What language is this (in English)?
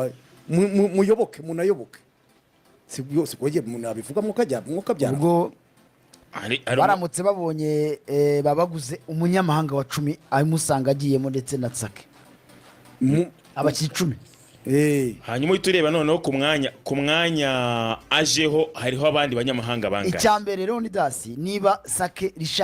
Kinyarwanda